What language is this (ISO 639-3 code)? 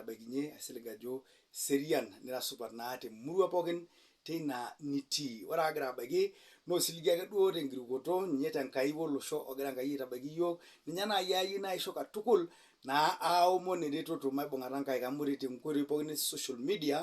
mas